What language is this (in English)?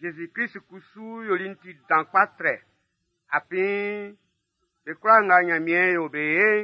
Baoulé